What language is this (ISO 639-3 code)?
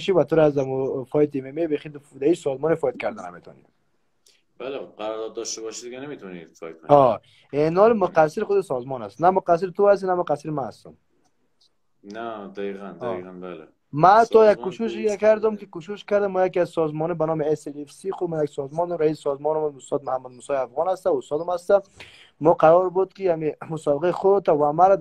fas